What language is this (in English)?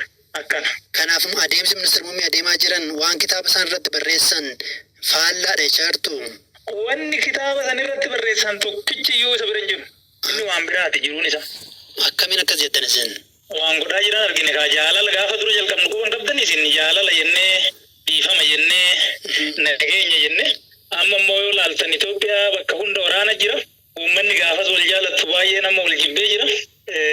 Oromo